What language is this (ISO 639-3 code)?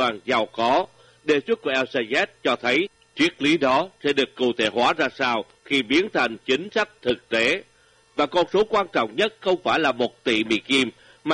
vie